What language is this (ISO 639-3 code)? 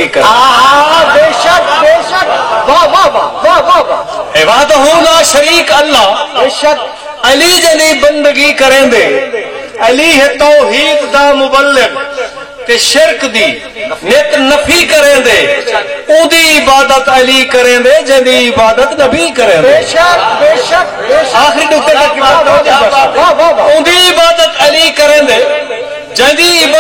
skr